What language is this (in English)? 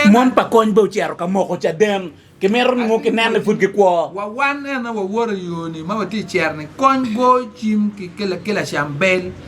Acoli